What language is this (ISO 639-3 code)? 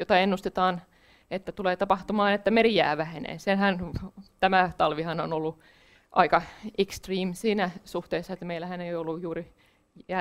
fin